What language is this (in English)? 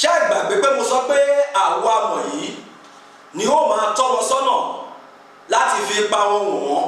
Yoruba